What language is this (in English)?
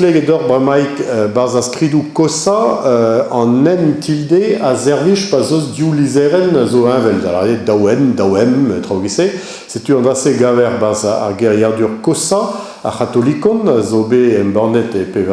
Breton